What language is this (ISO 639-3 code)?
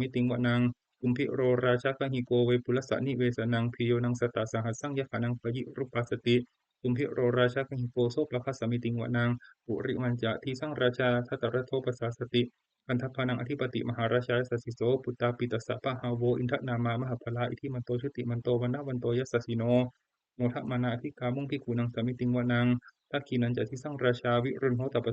pli